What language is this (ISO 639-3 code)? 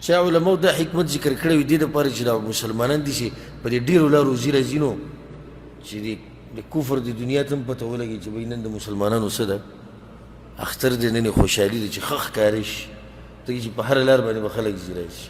pus